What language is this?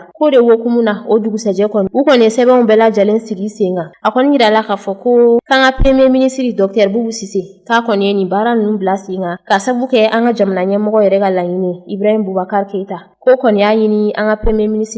Bambara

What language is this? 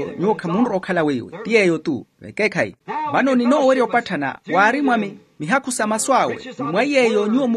Makhuwa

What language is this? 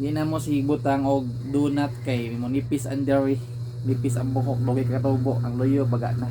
Cebuano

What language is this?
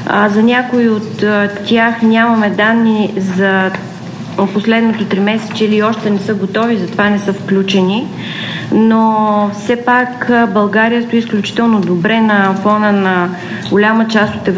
Bulgarian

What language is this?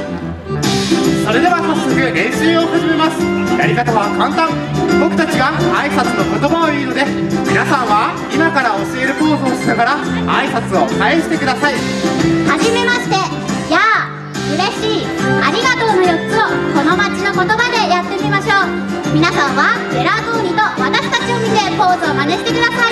Japanese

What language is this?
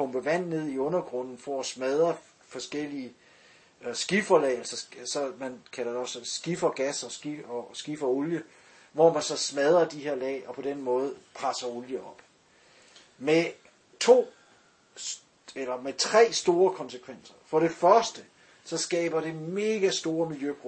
Danish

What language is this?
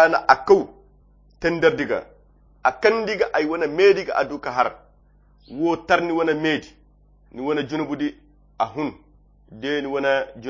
Koyra Chiini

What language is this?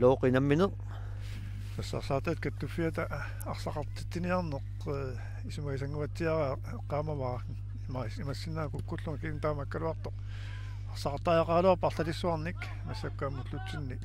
Kalaallisut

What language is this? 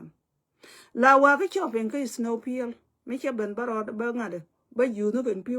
Nuer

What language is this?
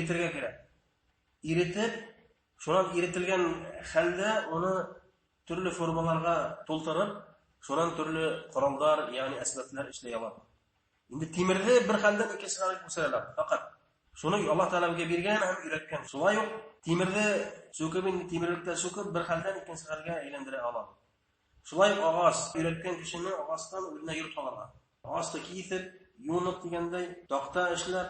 Bashkir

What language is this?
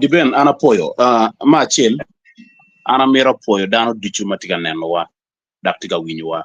Acoli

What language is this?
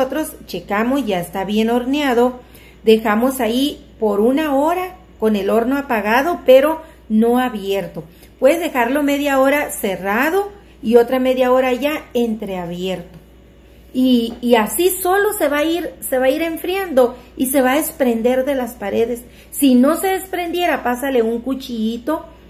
Spanish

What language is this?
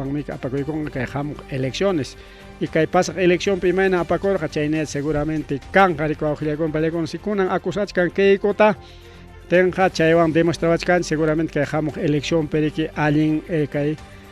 Ayacucho Quechua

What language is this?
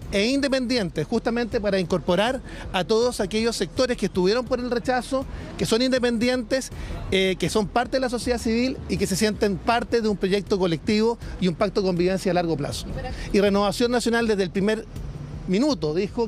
Spanish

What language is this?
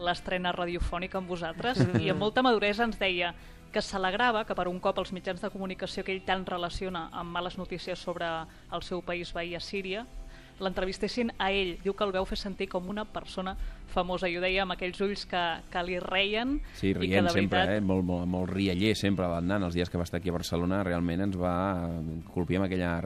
Catalan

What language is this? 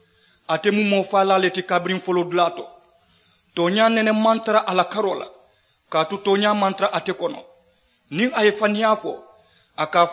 Mandingo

